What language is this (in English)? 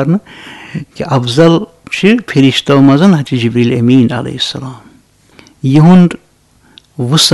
Kashmiri